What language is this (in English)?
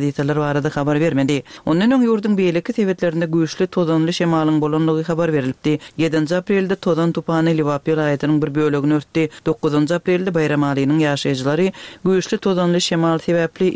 Turkmen